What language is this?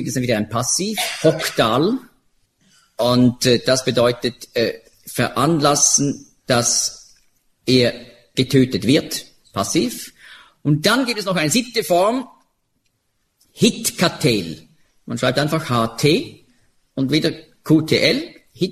German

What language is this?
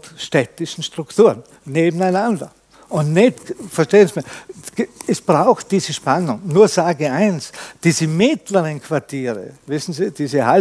German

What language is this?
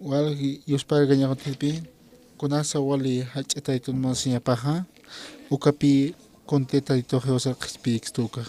Aymara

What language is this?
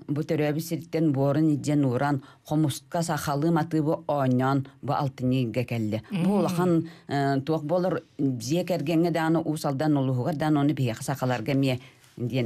Yakut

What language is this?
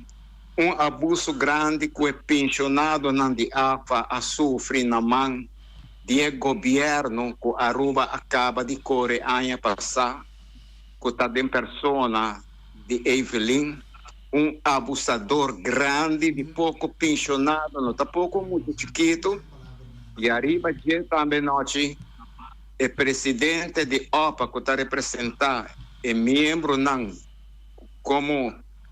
Papiamento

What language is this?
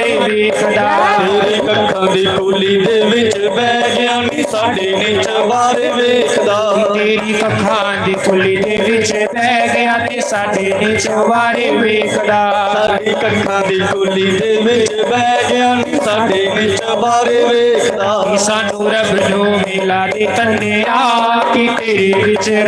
Dogri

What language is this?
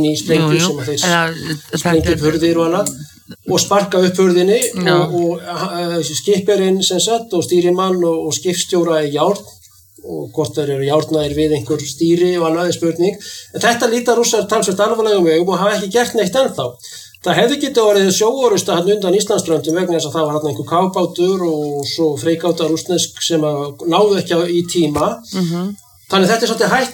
Icelandic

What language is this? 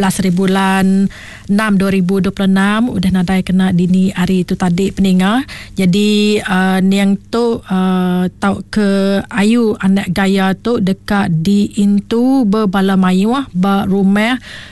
Iban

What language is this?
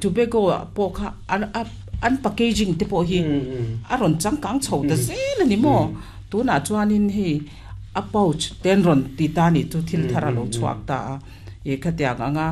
Mizo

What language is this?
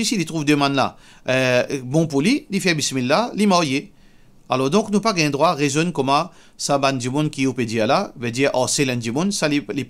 Morisyen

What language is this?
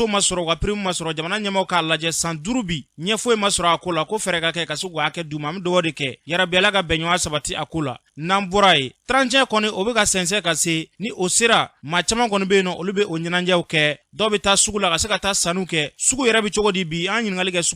Bambara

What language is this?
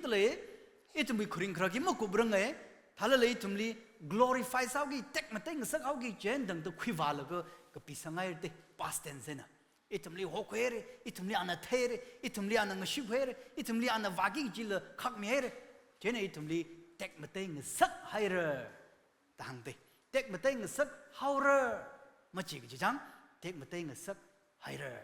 Tangkhul Naga (India)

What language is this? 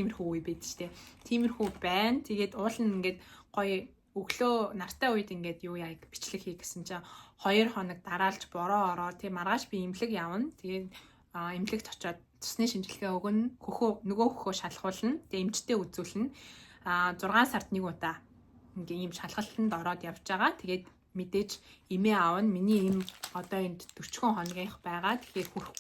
Mongolian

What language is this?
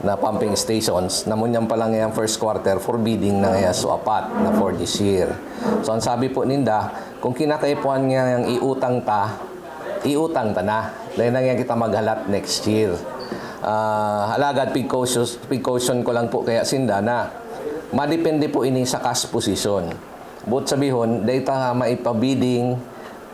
Bikol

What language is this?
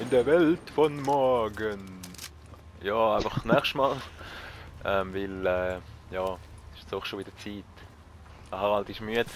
Swiss German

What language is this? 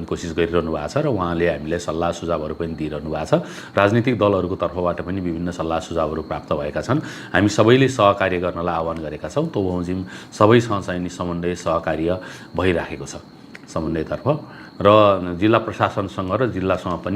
Nepali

